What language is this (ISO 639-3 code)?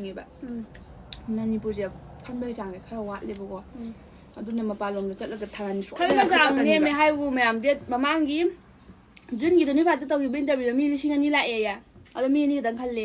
mni